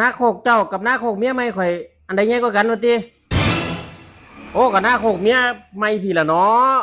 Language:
Northeastern Thai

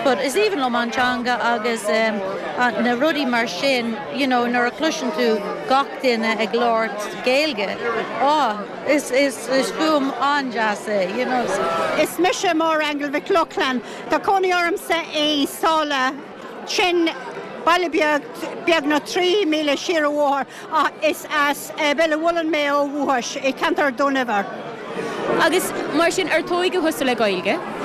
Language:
Irish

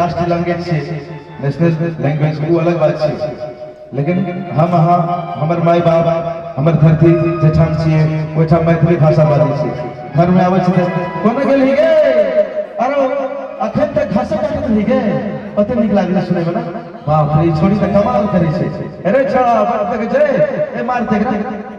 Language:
Maithili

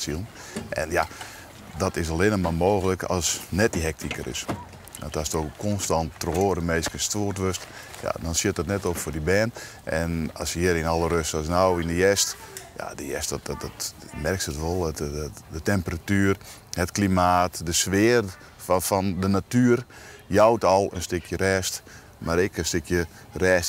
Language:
Western Frisian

